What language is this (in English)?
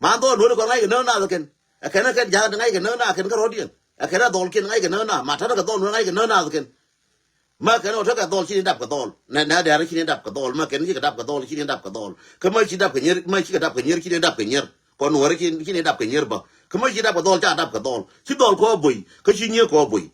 Nuer